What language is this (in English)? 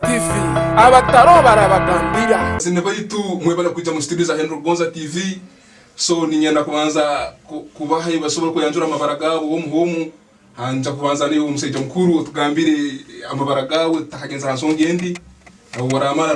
Tooro